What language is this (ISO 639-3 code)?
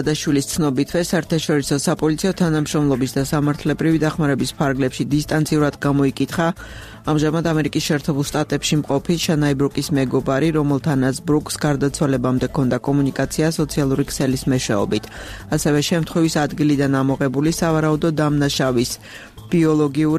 kat